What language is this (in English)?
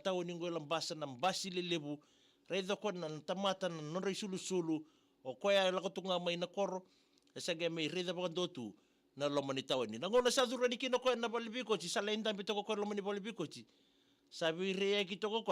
Fijian